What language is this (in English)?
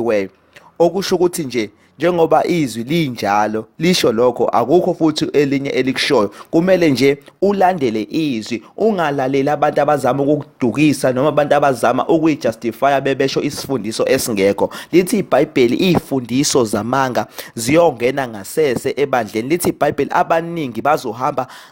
Zulu